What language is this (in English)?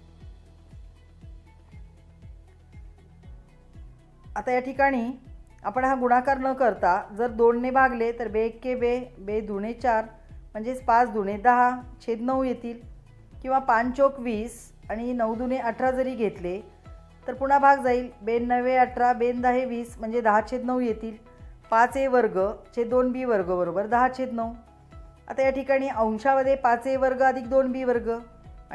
Marathi